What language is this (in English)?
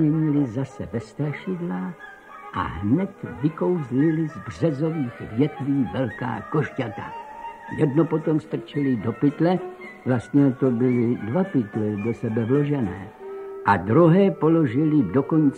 Czech